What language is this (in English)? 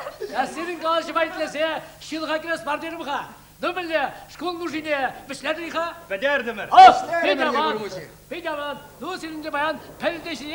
Chuvash